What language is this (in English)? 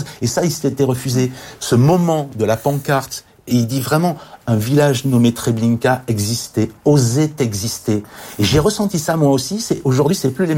French